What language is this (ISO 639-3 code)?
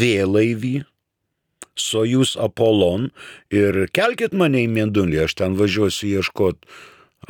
lit